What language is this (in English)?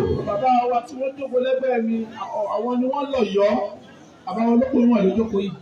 Yoruba